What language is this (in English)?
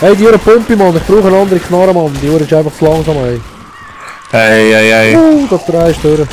Swiss German